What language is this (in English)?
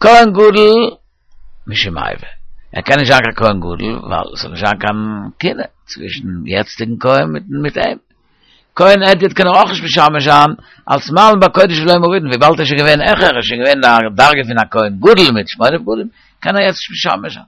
Yiddish